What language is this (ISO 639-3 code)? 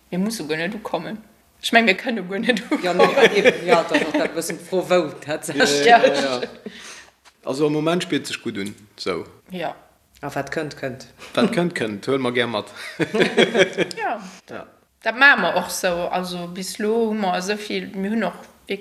ltz